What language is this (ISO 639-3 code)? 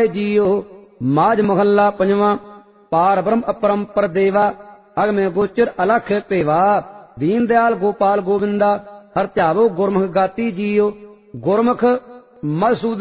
pan